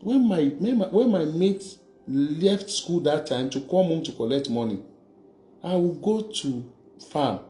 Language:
Yoruba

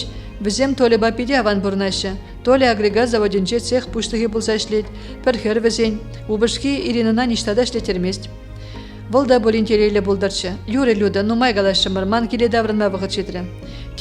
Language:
Chuvash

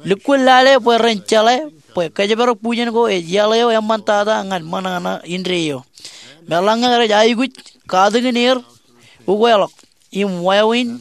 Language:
Marshallese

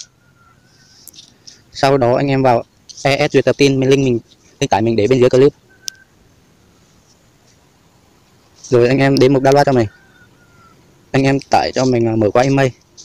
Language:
Vietnamese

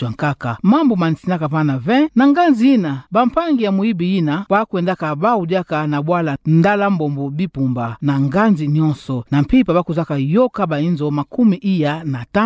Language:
Kituba (Democratic Republic of Congo)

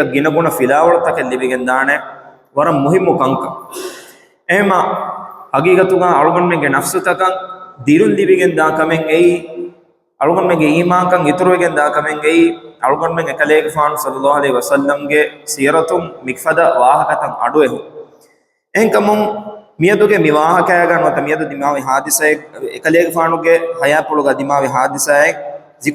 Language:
Divehi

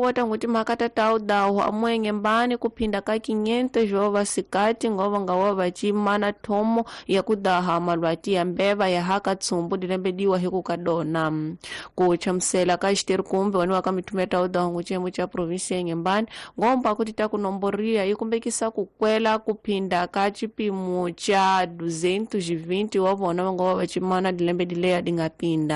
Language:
Tsonga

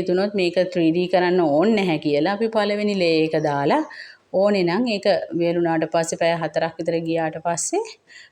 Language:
Sinhala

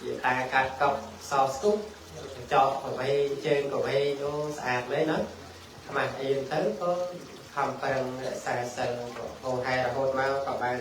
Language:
Khmer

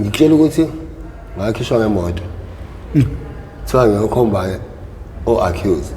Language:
Zulu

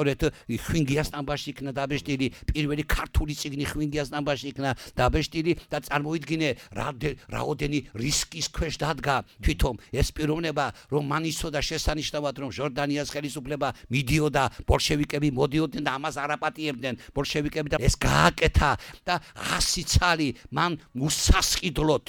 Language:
Georgian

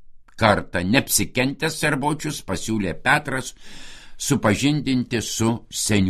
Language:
Lithuanian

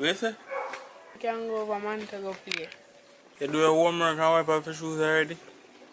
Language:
Jamaican Creole English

